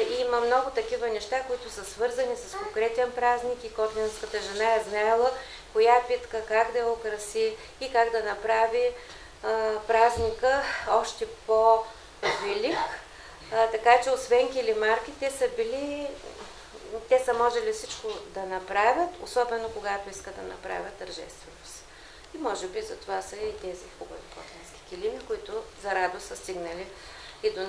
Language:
Bulgarian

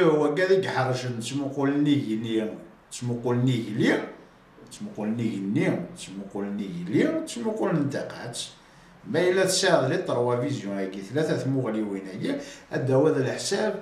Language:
Kabyle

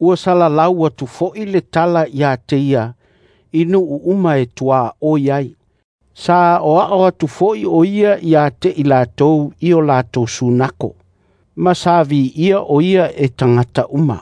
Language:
Samoan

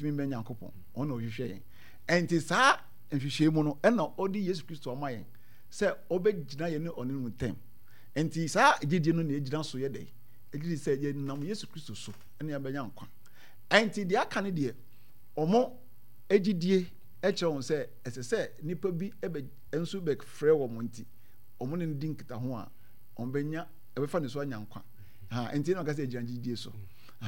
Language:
Akan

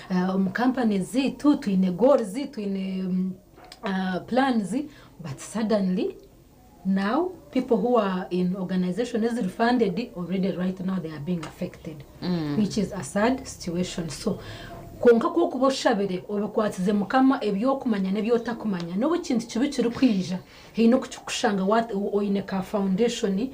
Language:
Nyankole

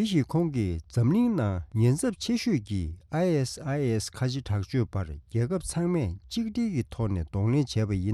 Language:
Tibetan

